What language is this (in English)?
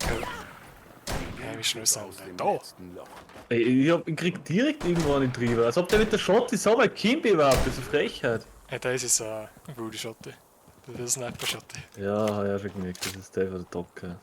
Bavarian